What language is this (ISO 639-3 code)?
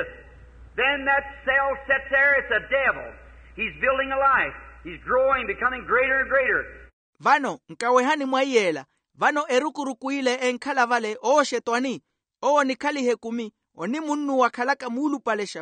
vmw